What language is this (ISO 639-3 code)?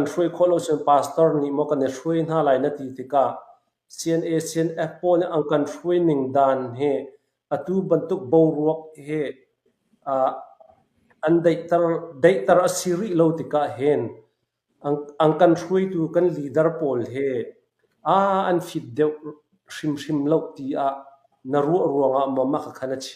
cnh